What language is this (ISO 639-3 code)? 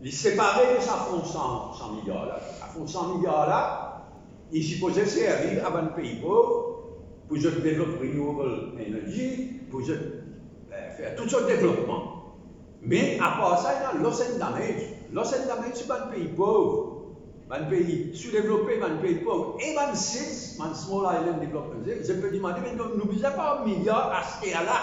mfe